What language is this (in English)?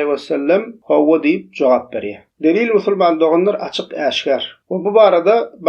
Turkmen